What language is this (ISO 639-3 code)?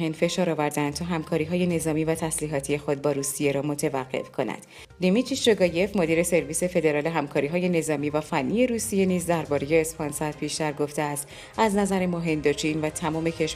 fas